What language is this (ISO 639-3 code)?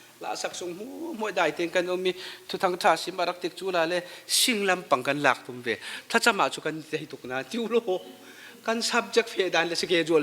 cfm